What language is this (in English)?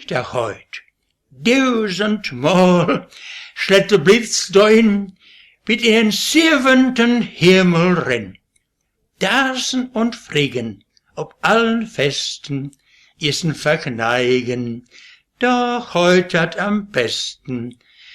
Westphalien